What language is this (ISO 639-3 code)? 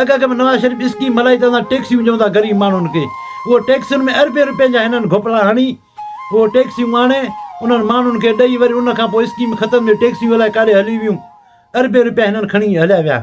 snd